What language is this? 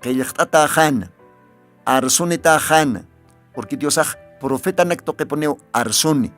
Aymara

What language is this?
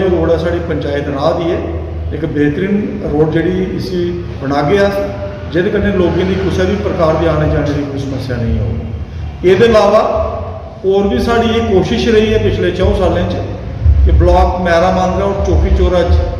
Dogri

